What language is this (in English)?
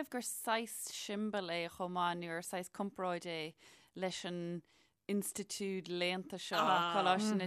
Irish